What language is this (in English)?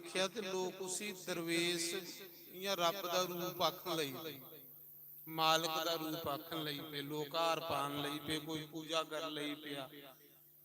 Dogri